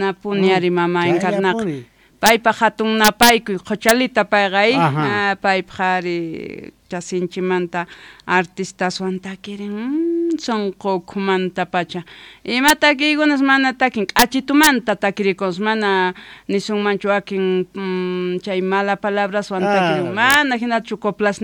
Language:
South Bolivian Quechua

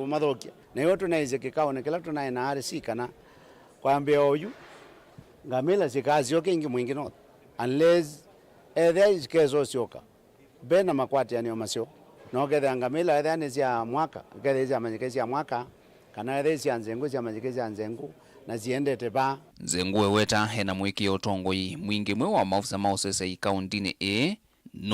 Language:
Kamba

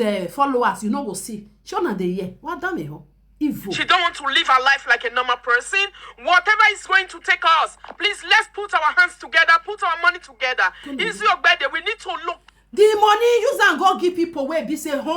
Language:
Nigerian Pidgin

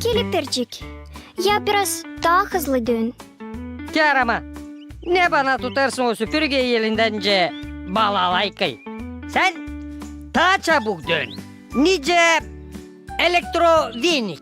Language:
Gagauz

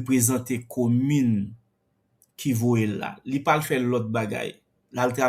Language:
Haitian Creole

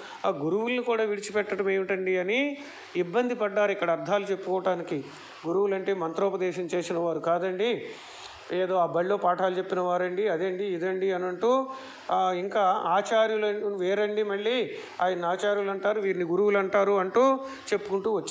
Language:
Telugu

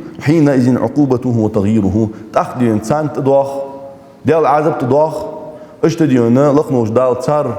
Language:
Ingush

